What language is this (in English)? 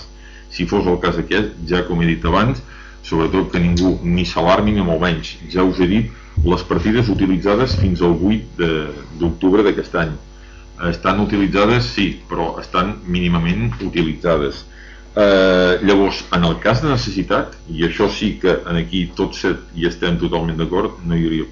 Catalan